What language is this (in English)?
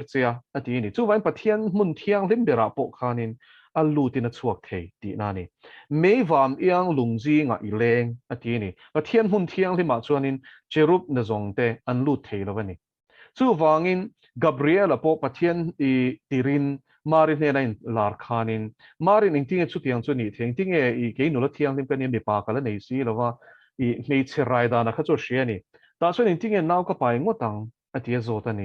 Mizo